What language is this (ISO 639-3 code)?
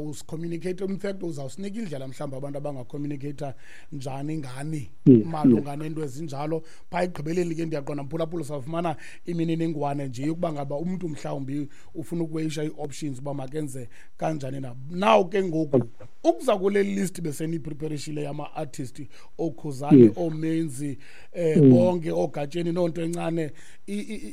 xho